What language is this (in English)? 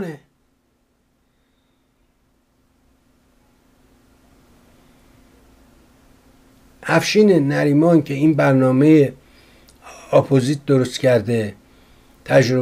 Persian